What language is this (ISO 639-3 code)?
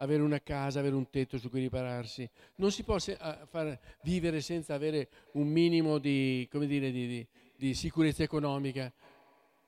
ita